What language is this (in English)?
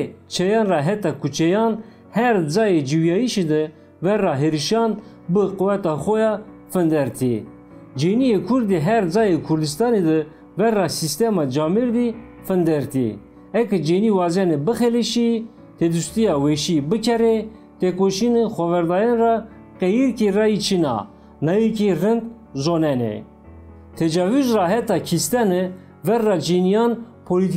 Zaza